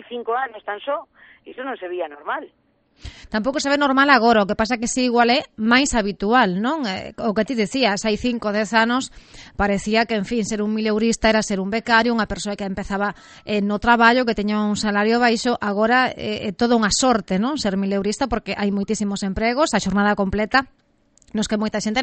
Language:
Galician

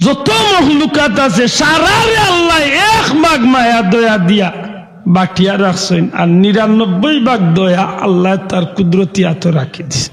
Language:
Sylheti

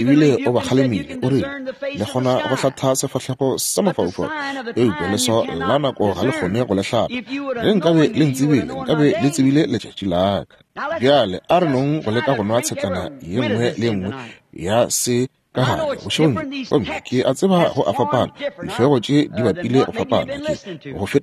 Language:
Northern Sotho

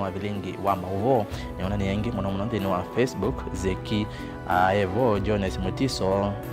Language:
Kamba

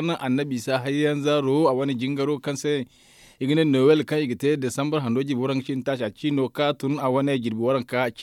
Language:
Zarma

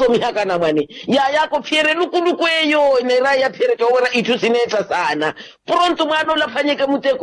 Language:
Makhuwa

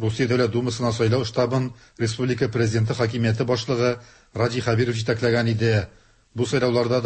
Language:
Tatar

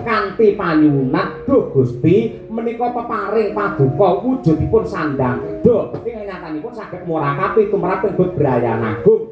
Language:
Javanese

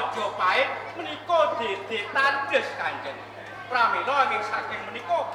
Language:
Javanese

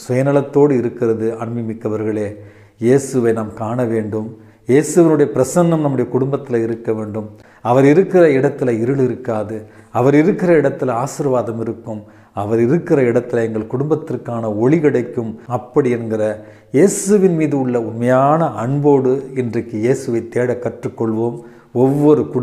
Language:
Tamil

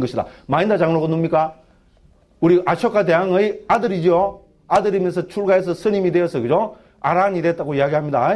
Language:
Korean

